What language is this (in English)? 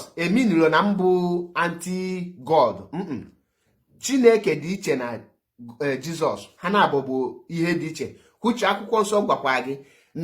Igbo